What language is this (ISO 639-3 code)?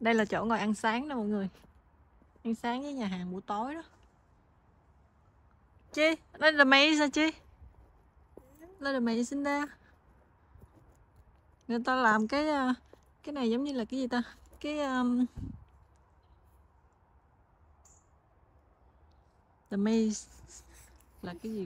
vie